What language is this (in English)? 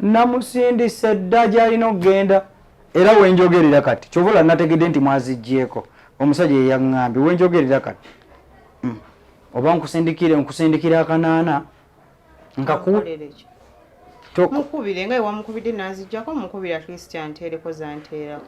Ganda